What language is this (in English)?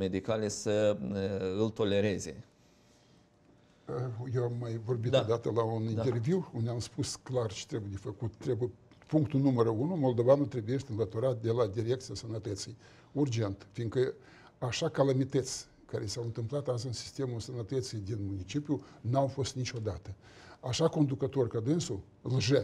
Romanian